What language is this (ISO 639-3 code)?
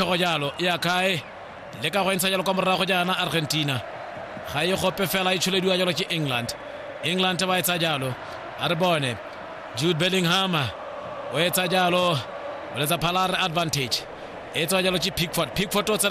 tsn